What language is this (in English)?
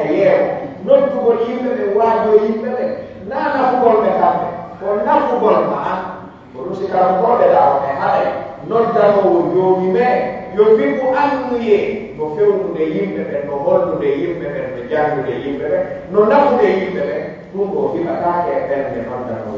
Pular